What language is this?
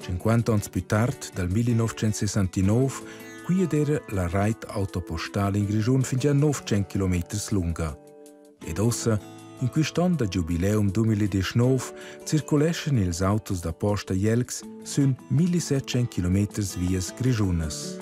Romansh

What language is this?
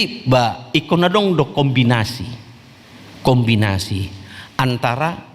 Batak Toba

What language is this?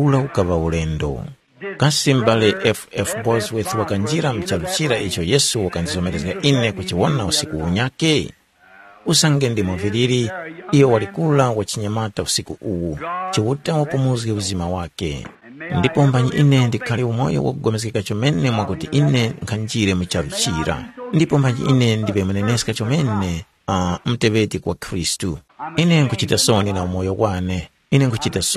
Tumbuka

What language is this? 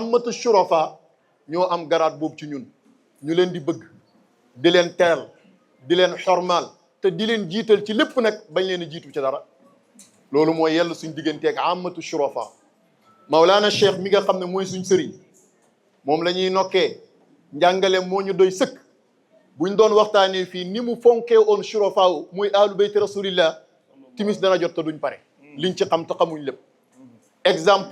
Wolof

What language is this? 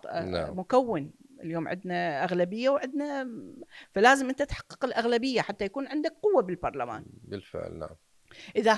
Mesopotamian Arabic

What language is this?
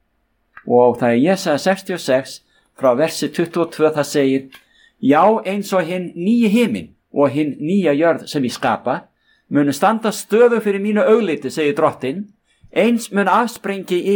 Icelandic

